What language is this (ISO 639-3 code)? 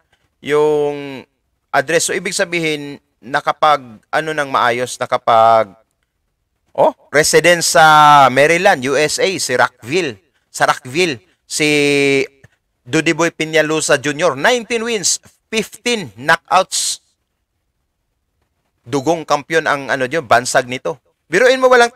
fil